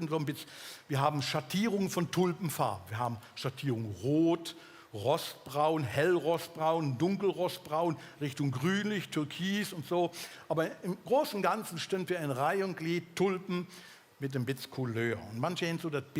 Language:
Swiss German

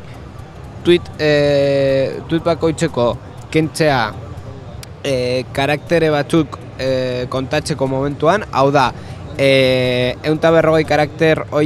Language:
Basque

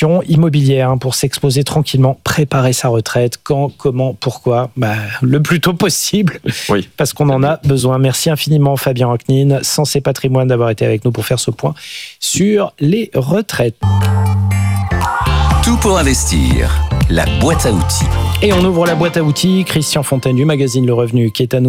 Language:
French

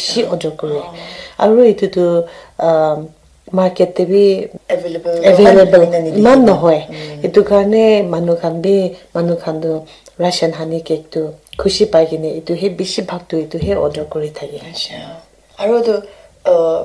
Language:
Naga Pidgin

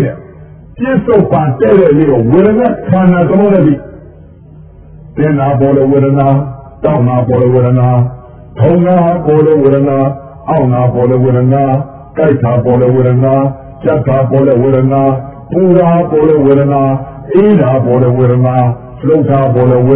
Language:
Burmese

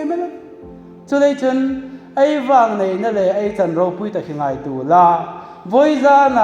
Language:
Hmar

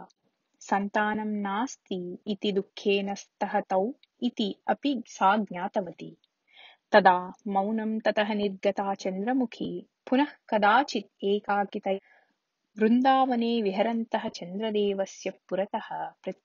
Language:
Sanskrit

